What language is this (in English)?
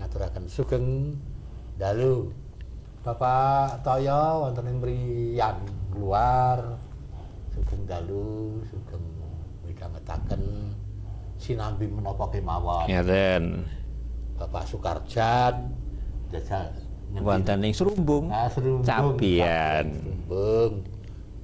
Javanese